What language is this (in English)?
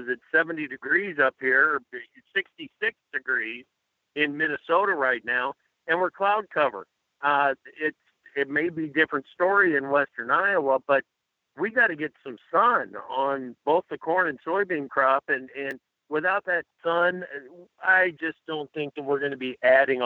English